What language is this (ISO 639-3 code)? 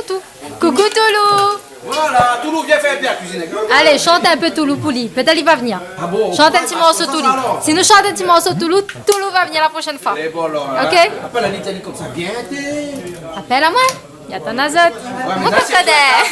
rcf